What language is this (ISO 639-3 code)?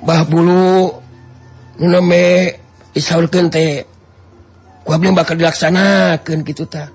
sun